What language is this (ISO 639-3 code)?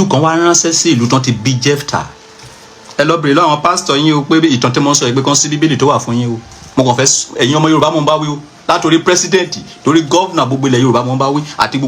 yor